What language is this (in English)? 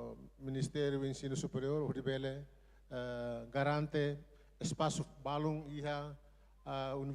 Tetum